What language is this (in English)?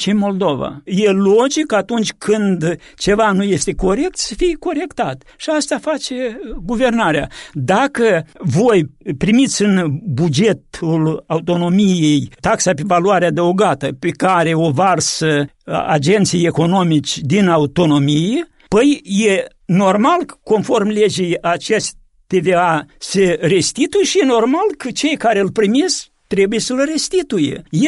Romanian